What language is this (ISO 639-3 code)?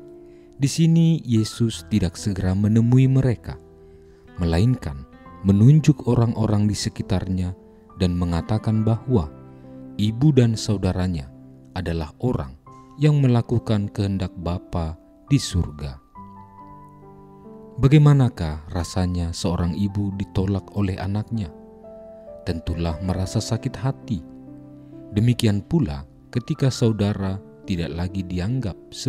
ind